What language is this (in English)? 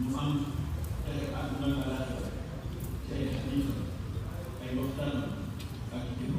Wolof